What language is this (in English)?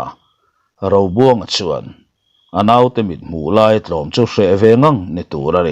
Mizo